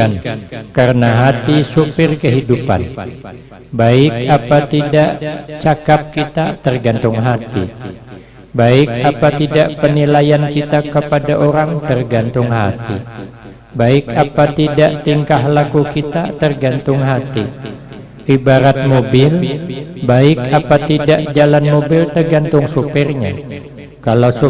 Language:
Banjar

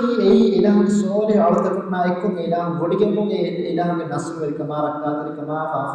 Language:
Divehi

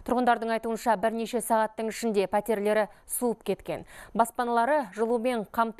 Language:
Kazakh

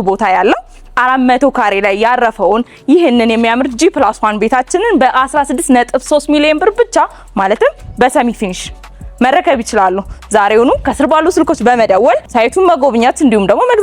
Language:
Amharic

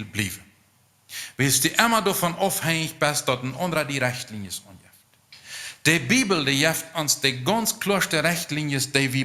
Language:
Plautdietsch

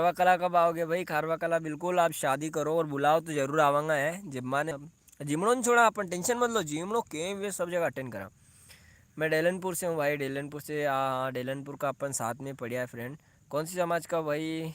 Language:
Rajasthani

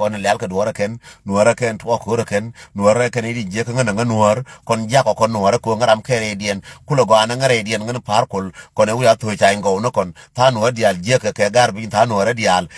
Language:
Nuer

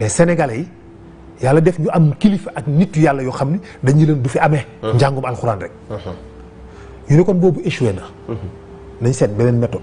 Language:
Wolof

